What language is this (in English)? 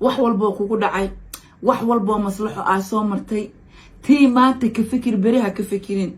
Somali